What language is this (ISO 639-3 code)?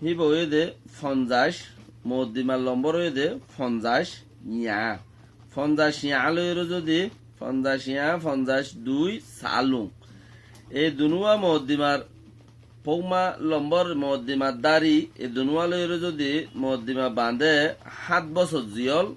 rhg